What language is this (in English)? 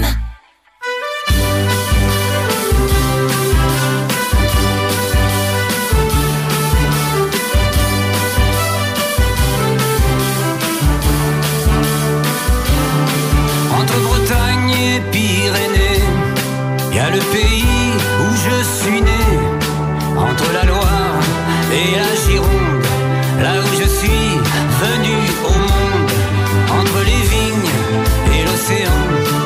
French